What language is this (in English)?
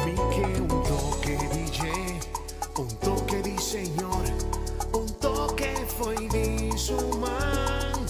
Papiamento